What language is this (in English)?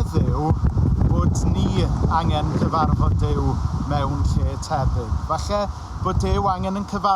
Welsh